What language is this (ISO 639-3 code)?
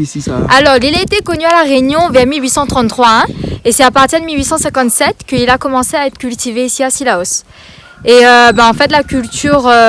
rcf